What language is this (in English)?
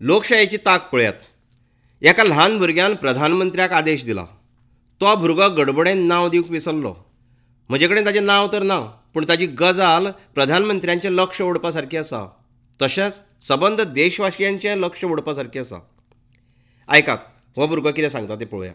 Konkani